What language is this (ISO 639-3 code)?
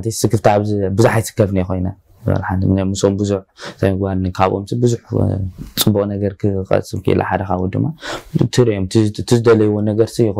tir